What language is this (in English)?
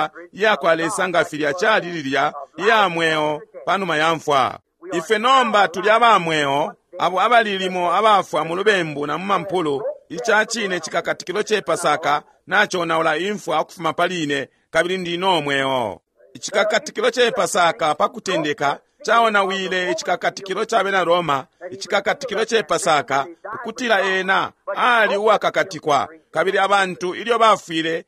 Bemba